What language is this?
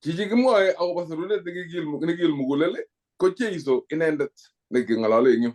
Kalenjin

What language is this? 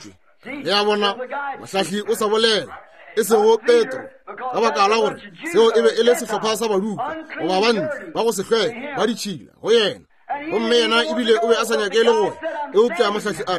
Northern Sotho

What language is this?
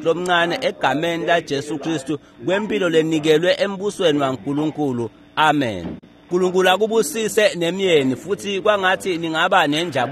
Swati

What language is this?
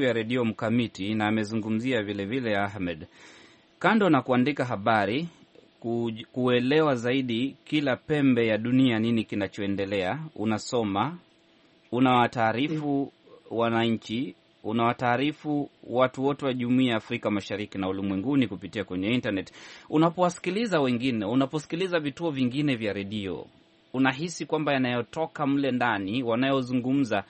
Swahili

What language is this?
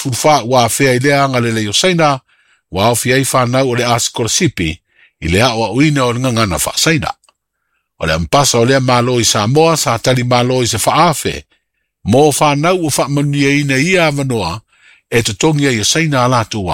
Samoan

